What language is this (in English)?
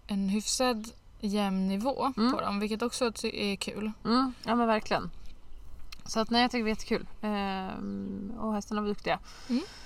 Swedish